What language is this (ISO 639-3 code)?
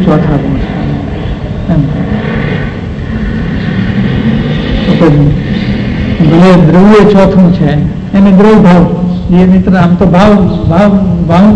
guj